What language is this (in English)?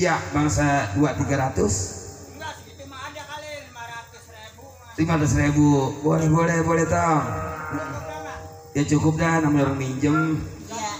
Betawi